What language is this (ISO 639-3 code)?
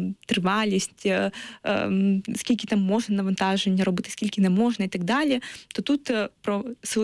ukr